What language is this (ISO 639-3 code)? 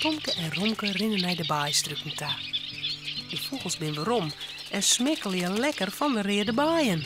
fry